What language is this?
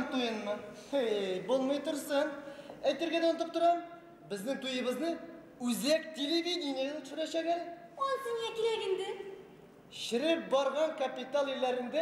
Bashkir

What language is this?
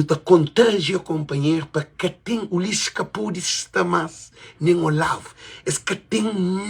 Kabuverdianu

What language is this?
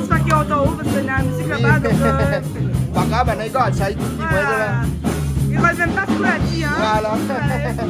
Réunion Creole French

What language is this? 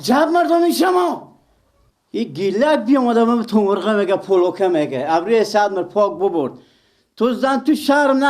Persian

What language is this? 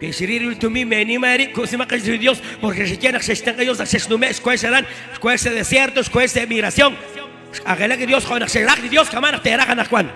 Kekchí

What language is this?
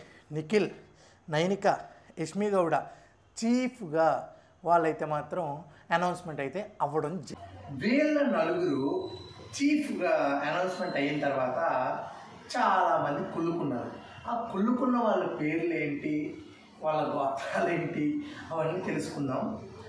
Telugu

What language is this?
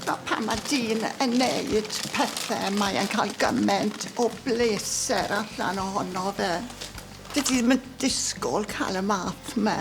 Welsh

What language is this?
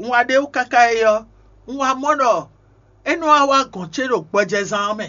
Fon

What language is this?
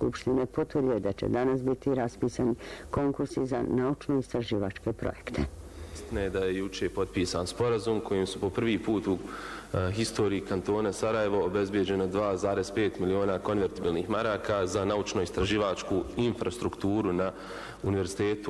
Bosnian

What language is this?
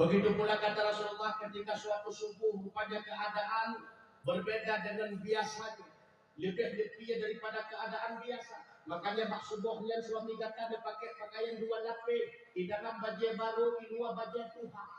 Achinese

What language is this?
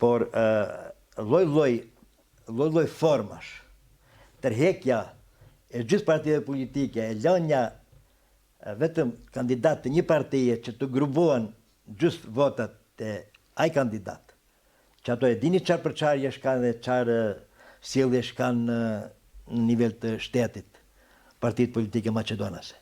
Albanian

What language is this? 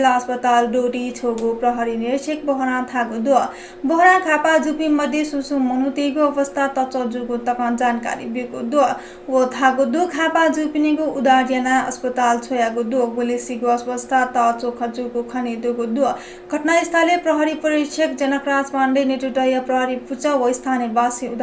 Newari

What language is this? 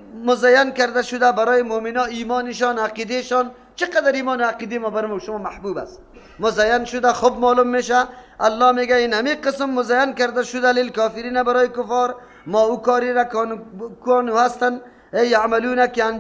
Persian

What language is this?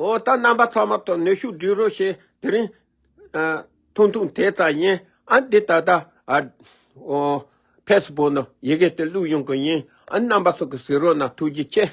Tibetan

